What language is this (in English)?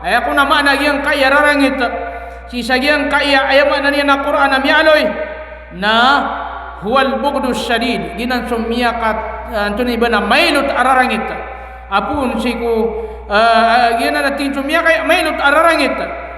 Maranao